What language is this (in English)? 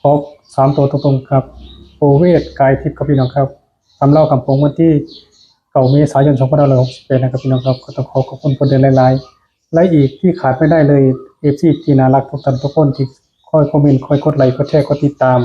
Northeastern Thai